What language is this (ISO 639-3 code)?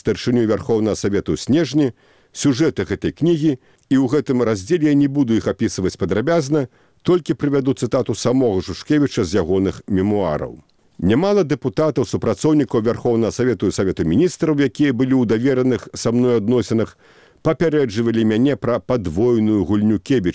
bel